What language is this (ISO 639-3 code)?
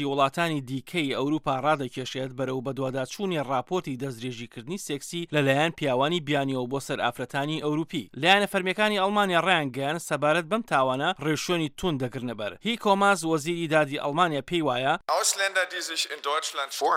ckb